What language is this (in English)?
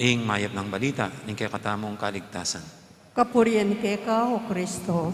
Pampanga